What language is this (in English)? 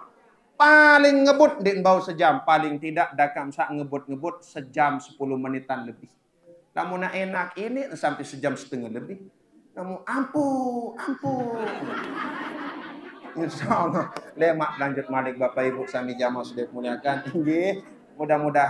Sasak